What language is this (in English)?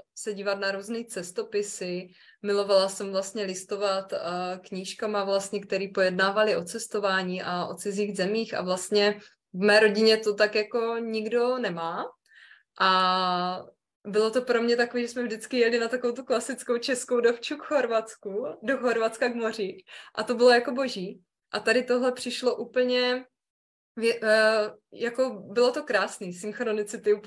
Czech